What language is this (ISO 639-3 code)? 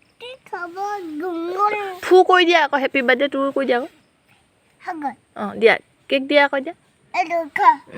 asm